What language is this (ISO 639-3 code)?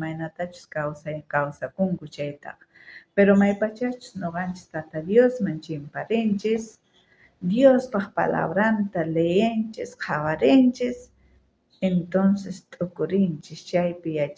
quh